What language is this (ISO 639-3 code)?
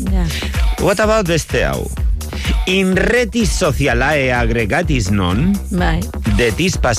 eus